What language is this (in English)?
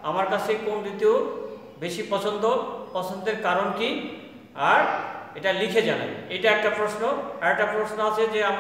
Bangla